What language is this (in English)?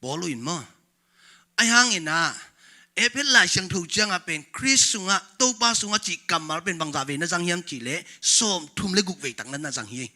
Tedim Chin